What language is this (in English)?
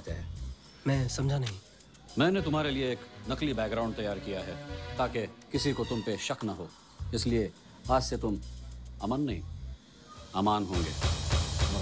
Hindi